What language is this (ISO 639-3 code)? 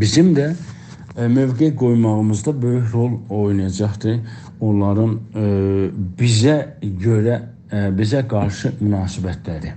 azb